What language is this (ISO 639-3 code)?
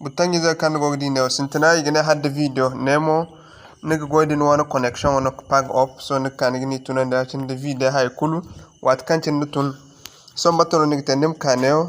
dje